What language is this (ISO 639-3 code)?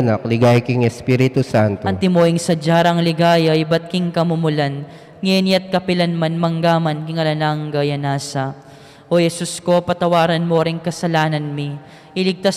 pam